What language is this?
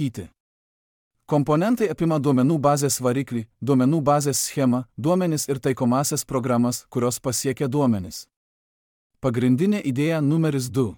Lithuanian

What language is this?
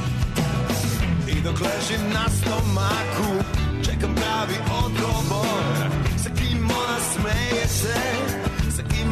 Serbian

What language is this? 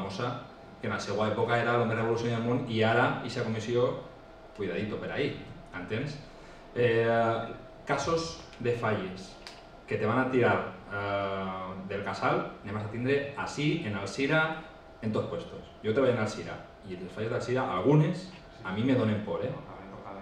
Catalan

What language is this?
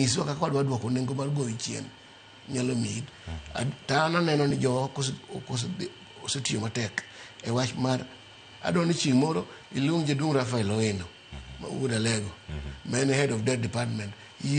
Luo (Kenya and Tanzania)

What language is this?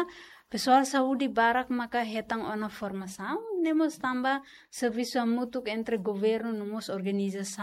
Tetum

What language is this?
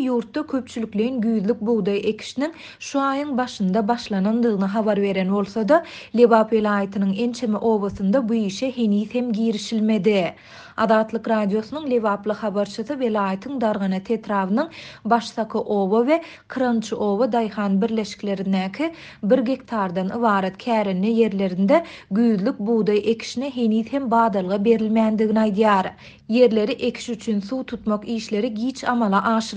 Turkmen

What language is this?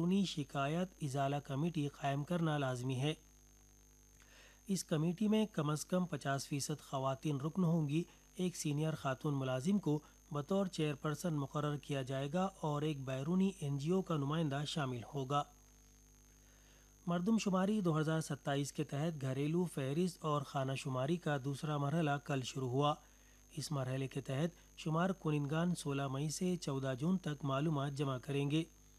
Urdu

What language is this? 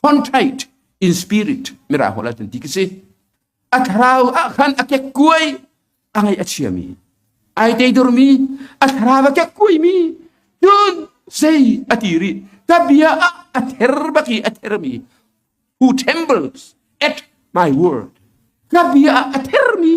Hakha Chin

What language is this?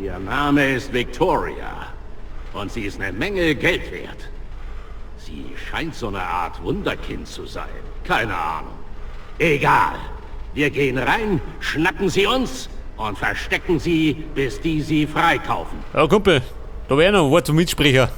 Bavarian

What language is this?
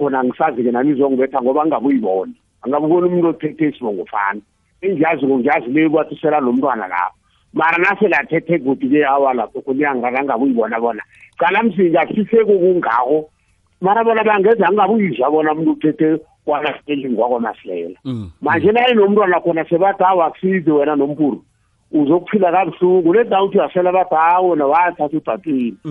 South Ndebele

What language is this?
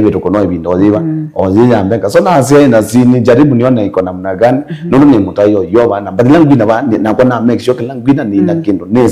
Kamba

